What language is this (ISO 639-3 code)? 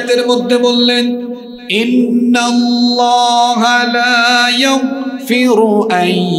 ben